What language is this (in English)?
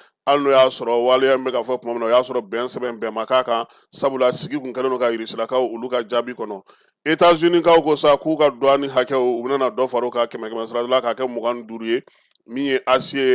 Bambara